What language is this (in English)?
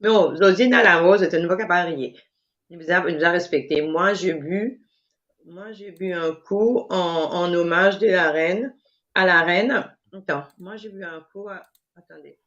Morisyen